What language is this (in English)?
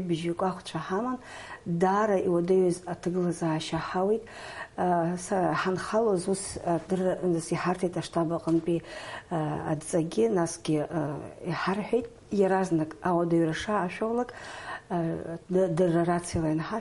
Abkhazian